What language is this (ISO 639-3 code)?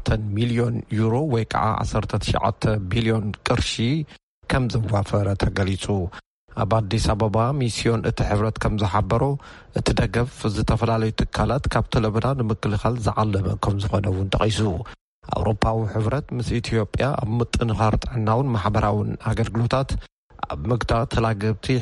tir